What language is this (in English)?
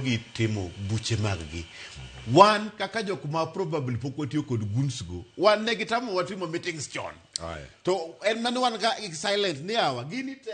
Luo (Kenya and Tanzania)